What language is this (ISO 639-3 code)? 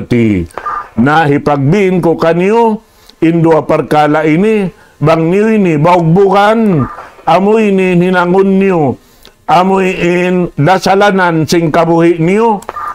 tsg